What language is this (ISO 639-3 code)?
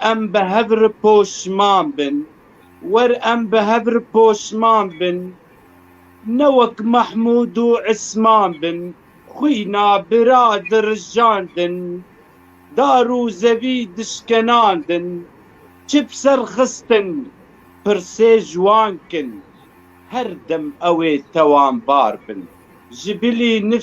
kur